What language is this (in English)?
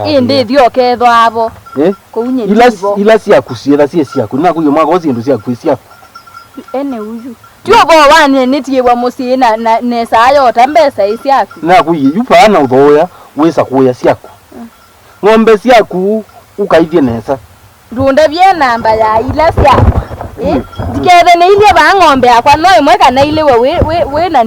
Kamba